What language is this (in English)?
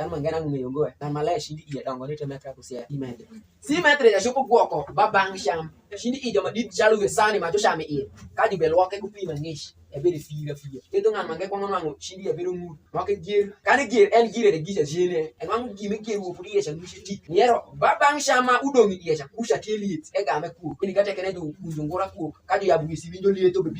Alur